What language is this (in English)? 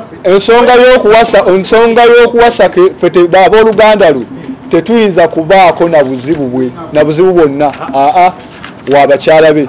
Ganda